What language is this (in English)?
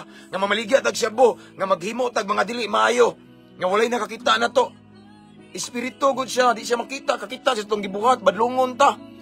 Cebuano